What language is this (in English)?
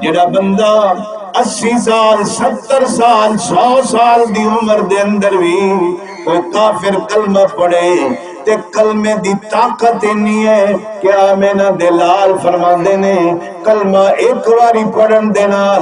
Saraiki